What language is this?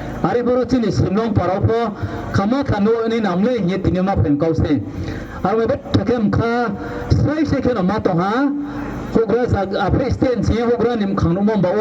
Riang (India)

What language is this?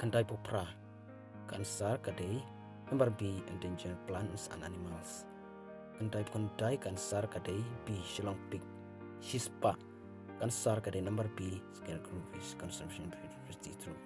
Khasi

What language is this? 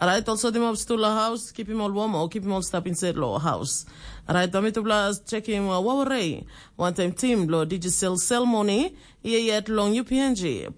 Tok Pisin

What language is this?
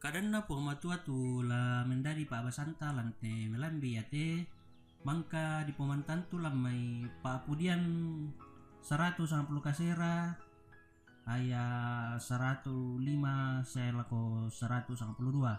Toraja-Sa'dan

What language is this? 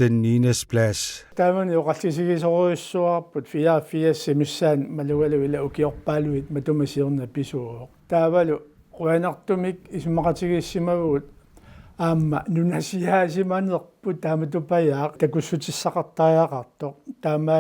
Kalaallisut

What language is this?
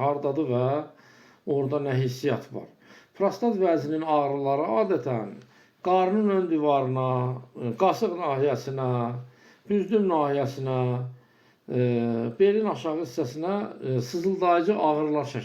Azerbaijani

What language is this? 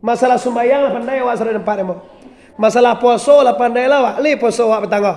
Minangkabau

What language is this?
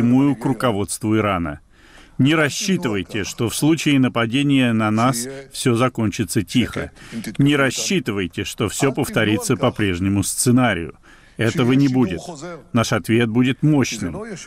Russian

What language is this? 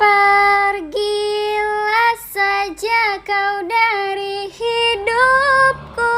Banjar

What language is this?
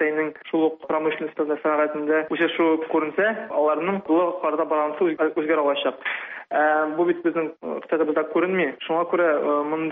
Tatar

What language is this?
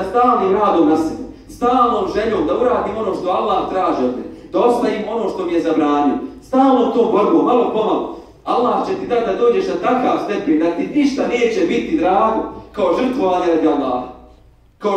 Bosnian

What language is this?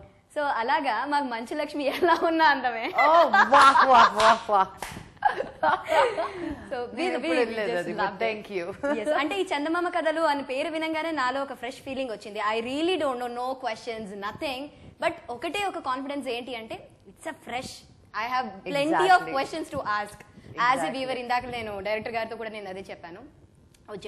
Telugu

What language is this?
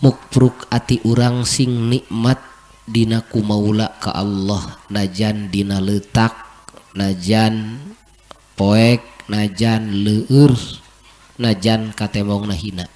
Sundanese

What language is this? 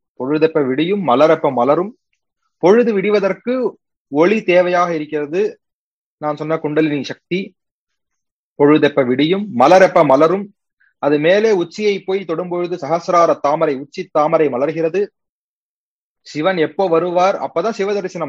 Tamil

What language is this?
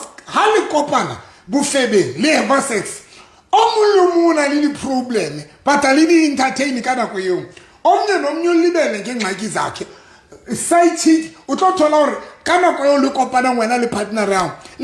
Southern Sotho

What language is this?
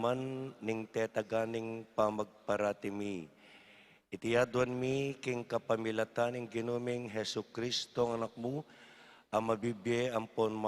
Pampanga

